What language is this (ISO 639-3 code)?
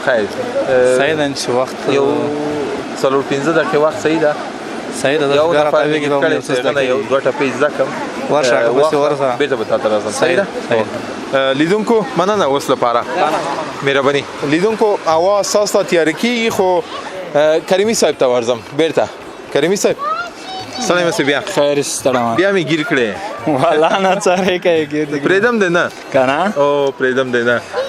pus